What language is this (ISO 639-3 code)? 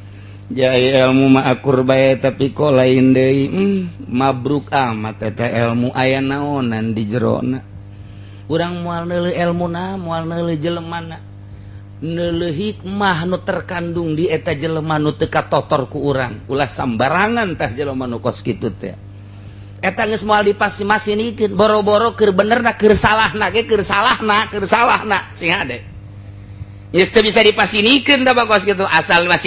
sun